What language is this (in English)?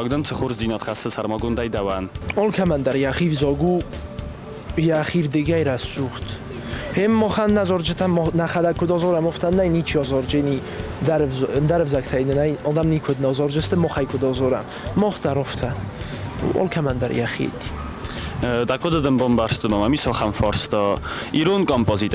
Ossetic